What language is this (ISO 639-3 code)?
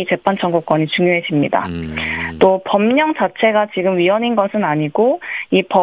kor